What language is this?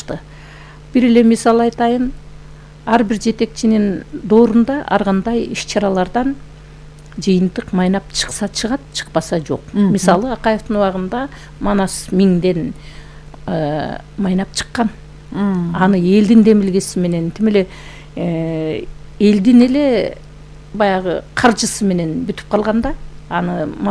Kyrgyz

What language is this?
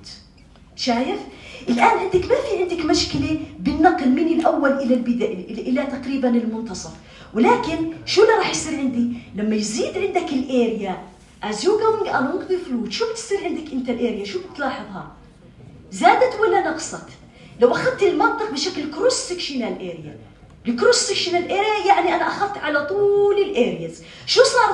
North Levantine Arabic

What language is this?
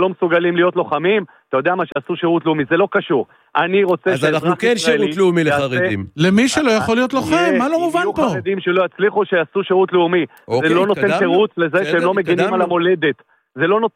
Hebrew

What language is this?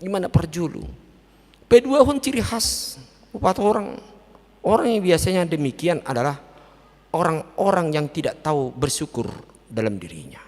Batak Toba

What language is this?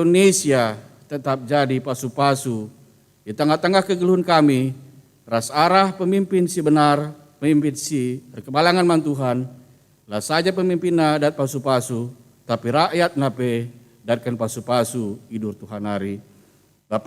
Batak Karo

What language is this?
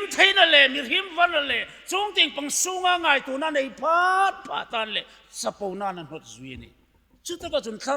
Hmar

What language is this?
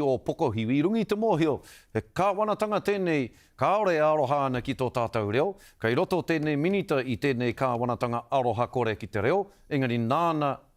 Māori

